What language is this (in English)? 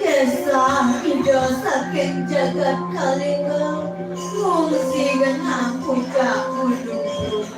Balinese